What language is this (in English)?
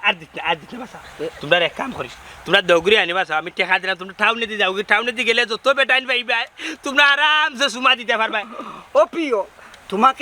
Sylheti